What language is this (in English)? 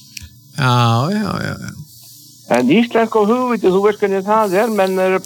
Icelandic